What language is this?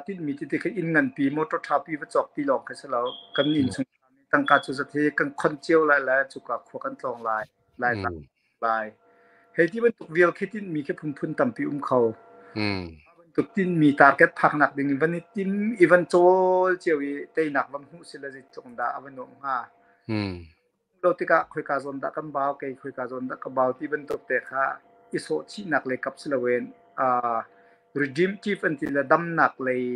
Hakha Chin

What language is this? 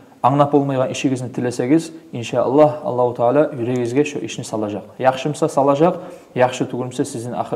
Kumyk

